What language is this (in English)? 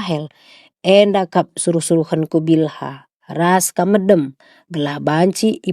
Batak Karo